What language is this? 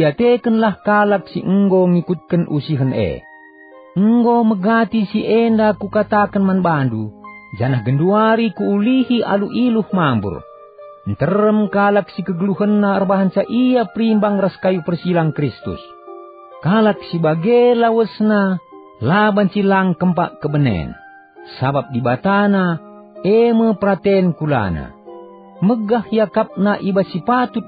Batak Karo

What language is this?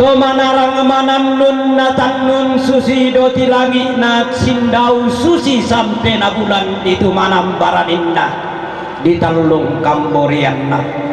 Toraja-Sa'dan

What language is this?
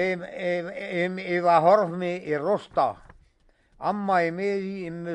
Breton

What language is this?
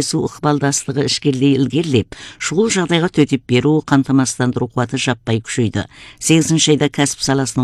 Kazakh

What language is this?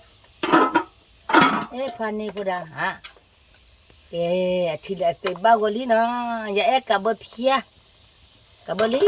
S'gaw Karen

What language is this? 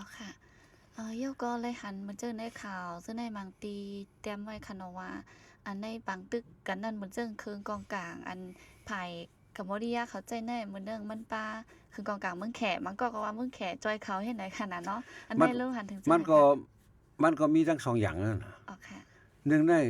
Shan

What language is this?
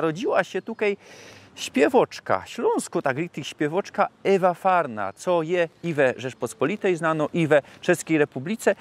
Silesian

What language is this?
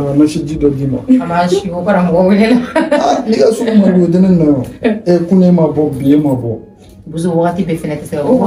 Bambara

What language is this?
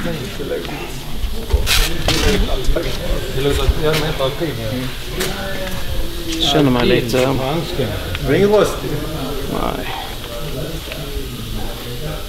Swedish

